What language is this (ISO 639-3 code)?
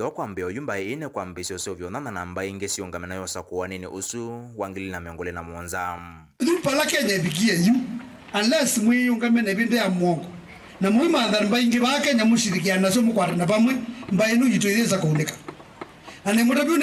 kam